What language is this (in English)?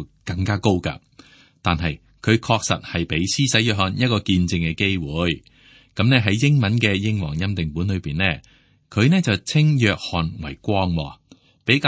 Cantonese